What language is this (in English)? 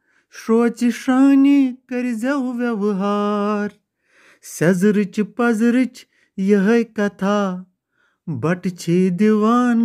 Kashmiri